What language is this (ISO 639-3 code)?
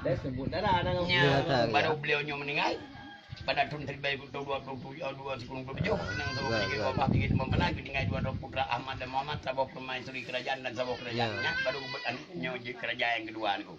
ace